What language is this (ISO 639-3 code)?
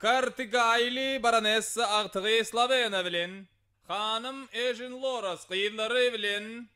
tuk